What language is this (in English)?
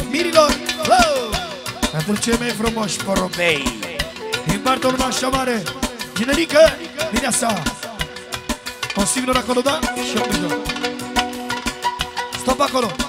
Romanian